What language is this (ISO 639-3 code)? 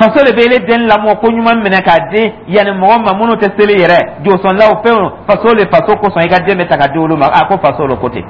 dyu